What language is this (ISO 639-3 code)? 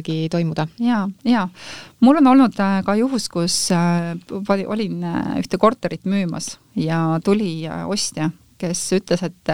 est